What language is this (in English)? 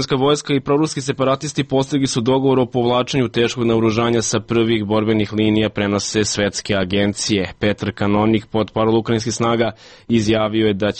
Serbian